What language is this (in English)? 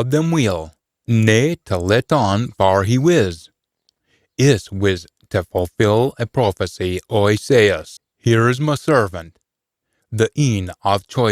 Scots